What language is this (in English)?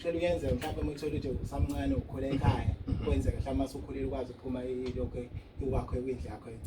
Zulu